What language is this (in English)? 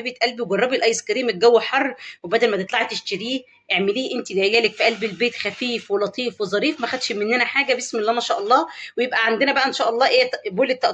Egyptian Arabic